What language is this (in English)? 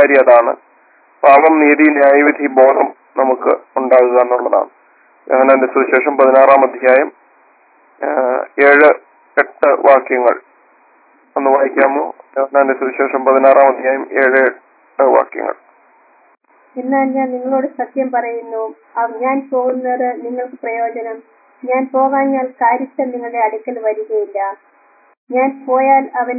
Malayalam